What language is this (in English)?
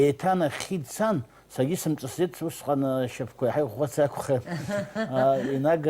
Abkhazian